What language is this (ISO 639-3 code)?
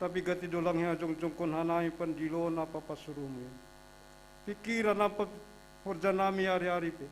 bts